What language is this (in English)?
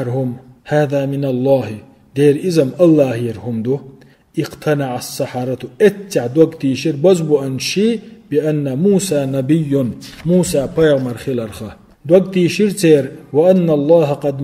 Chechen